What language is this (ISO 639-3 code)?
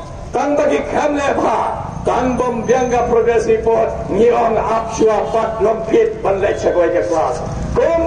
kha